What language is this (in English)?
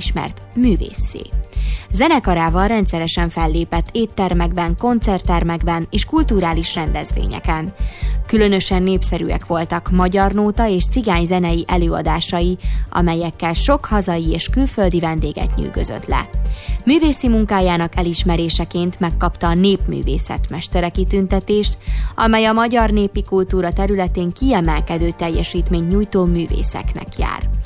Hungarian